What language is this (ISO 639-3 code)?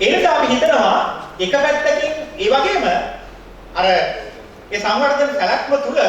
sin